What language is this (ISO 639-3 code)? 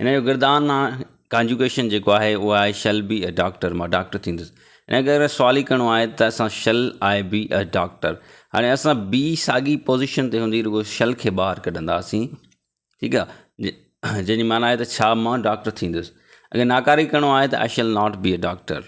snd